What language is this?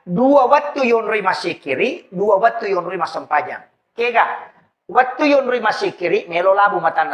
Buginese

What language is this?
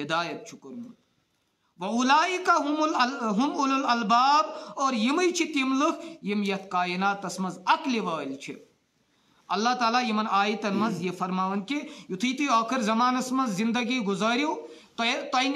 Kashmiri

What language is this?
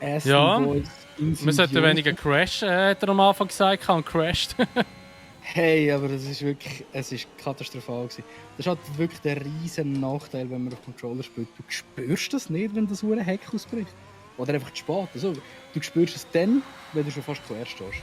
Swiss German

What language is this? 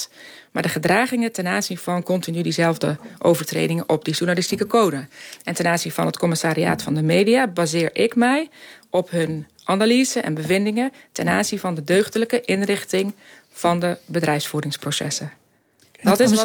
Dutch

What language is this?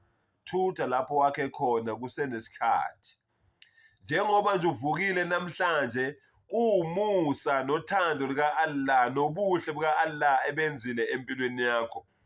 Zulu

